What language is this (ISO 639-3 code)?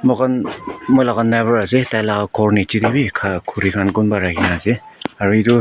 nag